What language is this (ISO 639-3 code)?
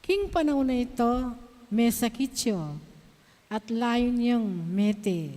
pam